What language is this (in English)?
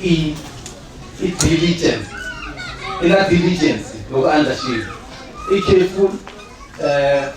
Tsonga